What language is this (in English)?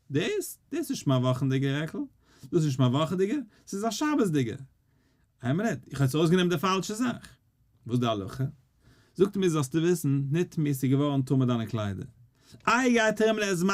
Yiddish